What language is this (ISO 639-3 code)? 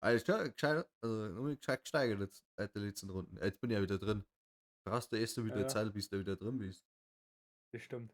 bar